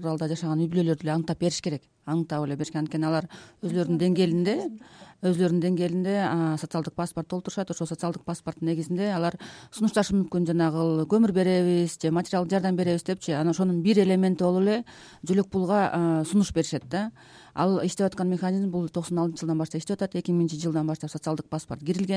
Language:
Kyrgyz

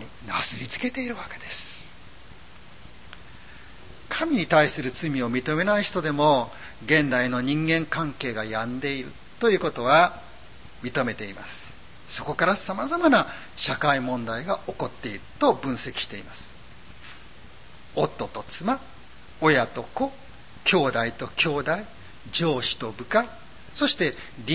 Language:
Japanese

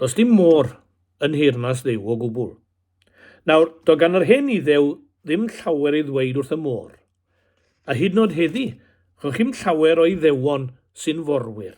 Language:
Welsh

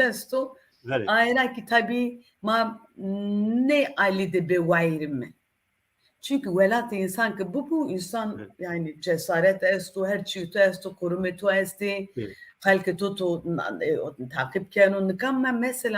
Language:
Zaza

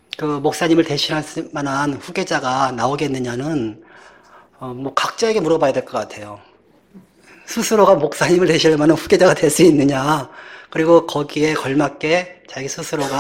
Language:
Korean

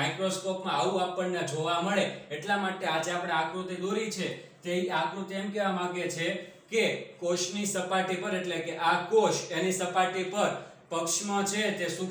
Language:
Gujarati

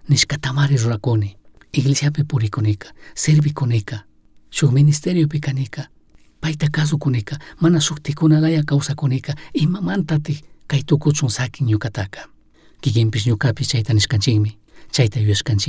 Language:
Chimborazo Highland Quichua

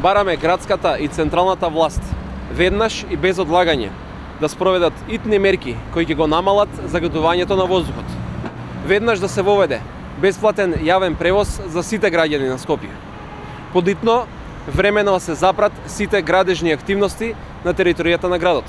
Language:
Macedonian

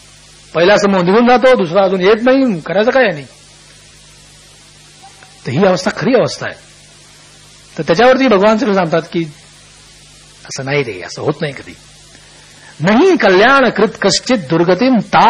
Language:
Marathi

